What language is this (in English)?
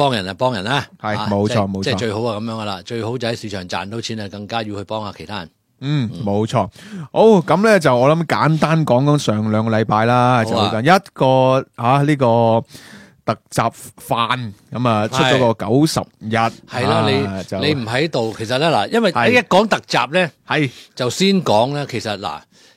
Cantonese